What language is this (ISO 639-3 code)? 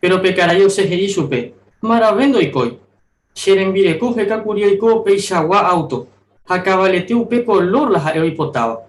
grn